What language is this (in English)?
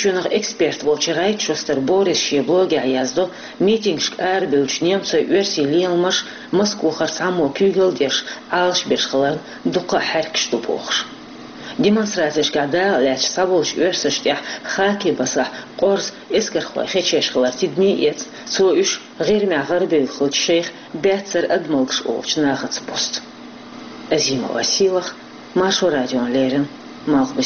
Chechen